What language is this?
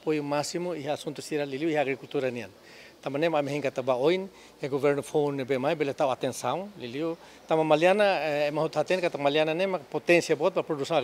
Tetum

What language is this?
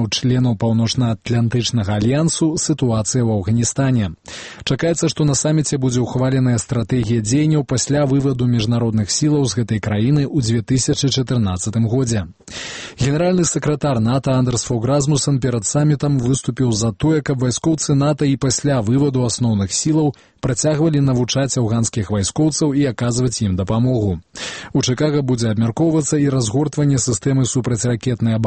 Belarusian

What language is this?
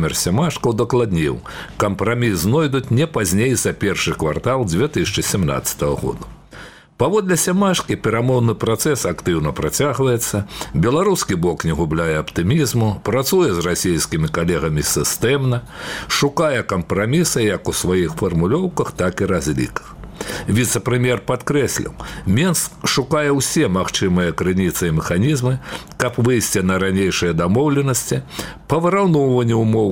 Belarusian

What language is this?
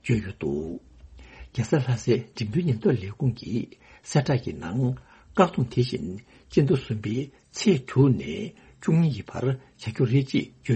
Tibetan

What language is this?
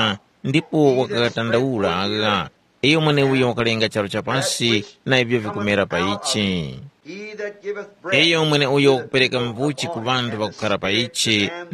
Tumbuka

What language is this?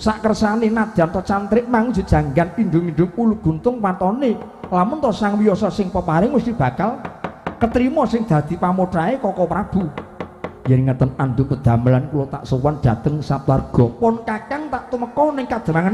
Javanese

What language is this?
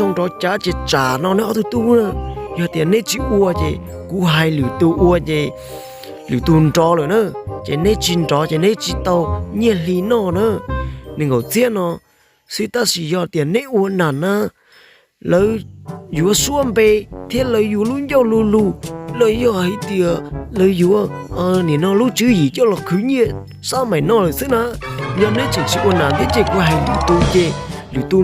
Hmong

